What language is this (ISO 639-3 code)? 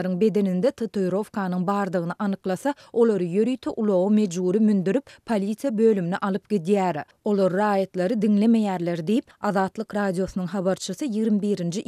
tuk